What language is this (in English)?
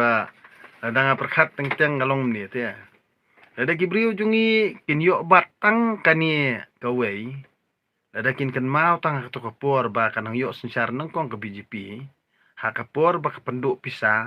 Khasi